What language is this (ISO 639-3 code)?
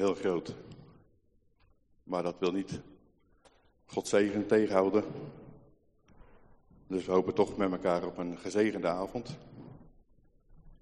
nld